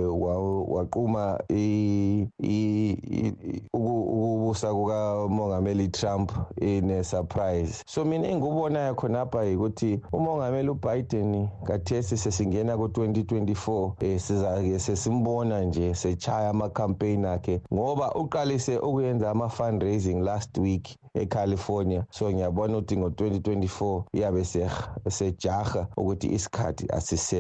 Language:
North Ndebele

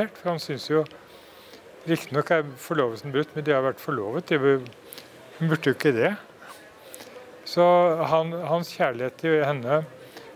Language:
Norwegian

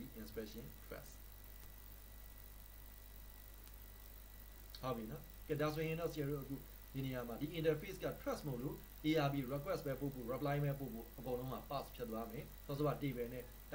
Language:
Burmese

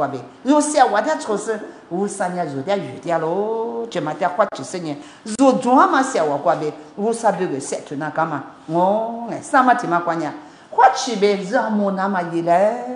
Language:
Lisu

